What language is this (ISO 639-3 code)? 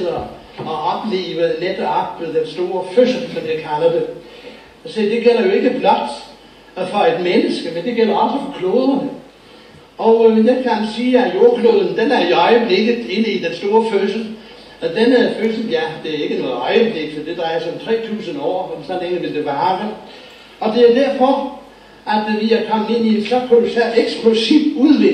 dan